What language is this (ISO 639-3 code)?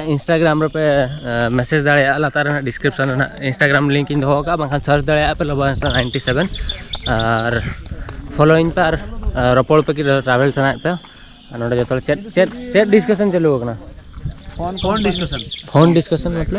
sat